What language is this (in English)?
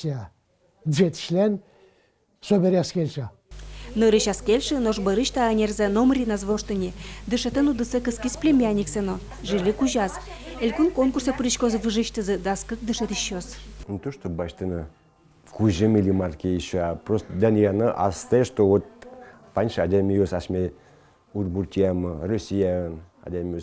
Udmurt